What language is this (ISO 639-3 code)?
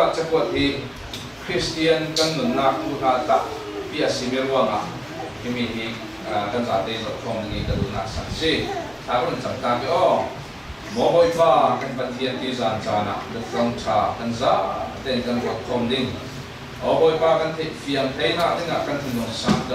cfm